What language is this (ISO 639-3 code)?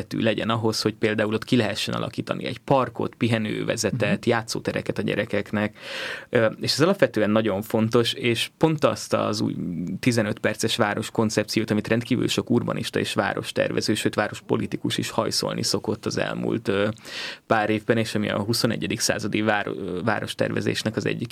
hun